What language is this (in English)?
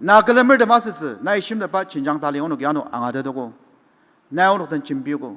Ao Naga